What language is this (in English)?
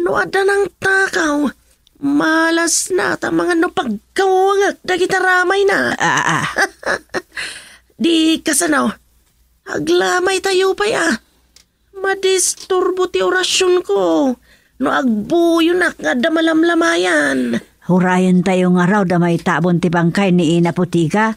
Iloko